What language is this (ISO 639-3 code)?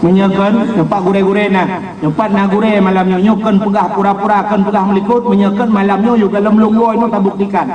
ace